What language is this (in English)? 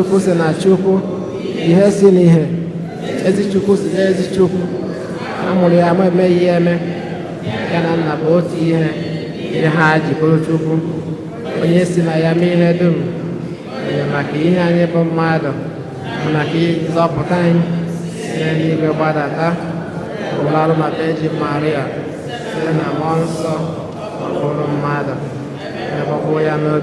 Igbo